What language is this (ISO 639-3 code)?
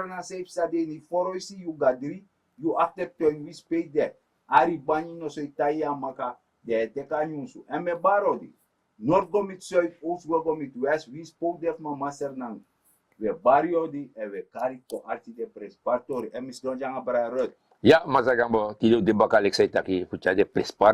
srn